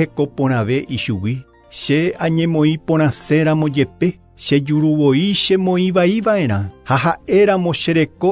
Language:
Guarani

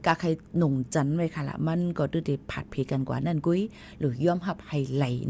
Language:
Shan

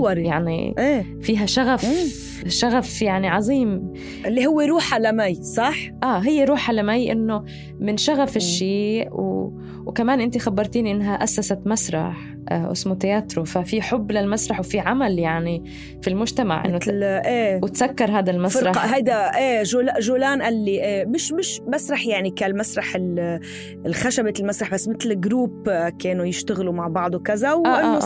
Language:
North Levantine Arabic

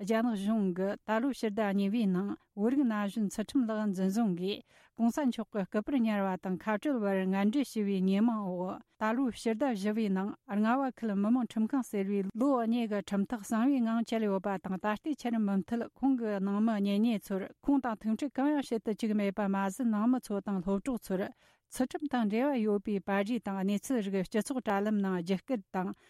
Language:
Tibetan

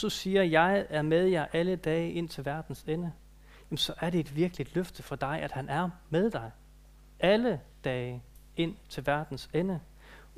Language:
Danish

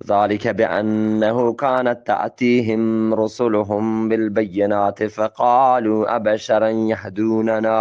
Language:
Eastern Balochi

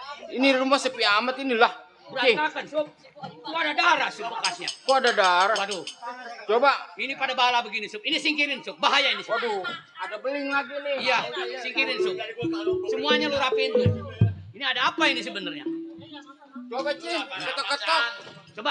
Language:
Betawi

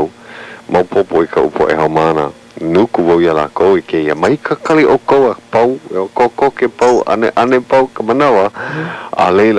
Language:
Hawaiian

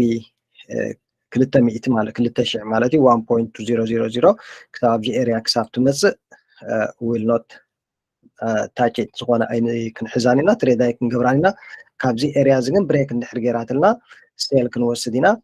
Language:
Tigrinya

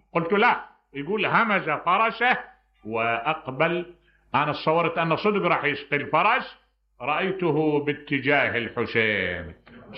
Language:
Mesopotamian Arabic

